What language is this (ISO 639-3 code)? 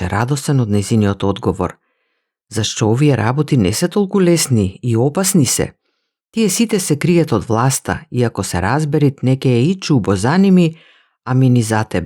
mkd